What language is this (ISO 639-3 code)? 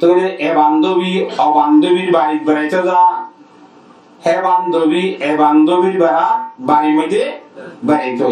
rhg